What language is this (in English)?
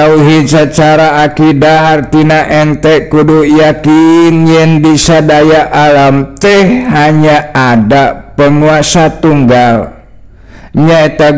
Sundanese